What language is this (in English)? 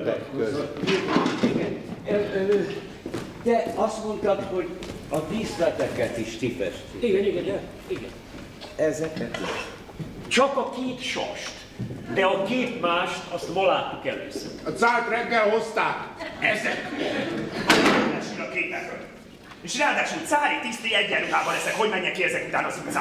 Hungarian